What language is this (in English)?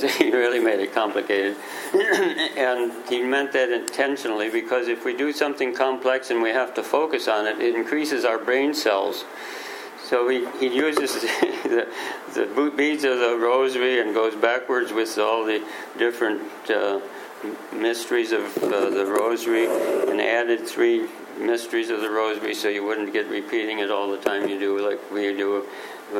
English